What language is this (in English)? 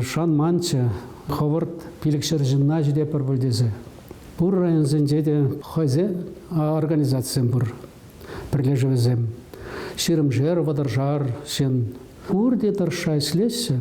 Chuvash